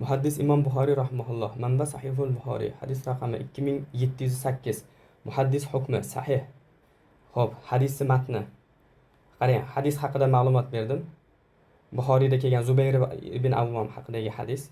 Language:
Uzbek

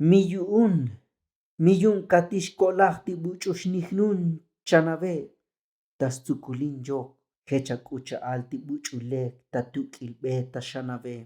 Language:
Tzotzil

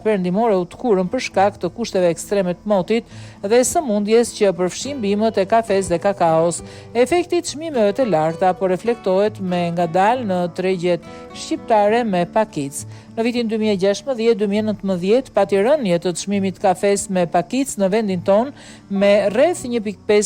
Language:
Albanian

